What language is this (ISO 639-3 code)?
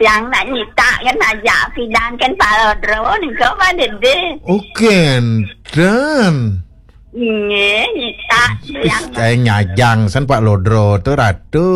ban